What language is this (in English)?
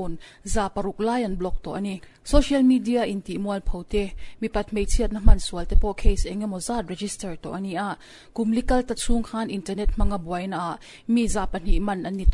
Mizo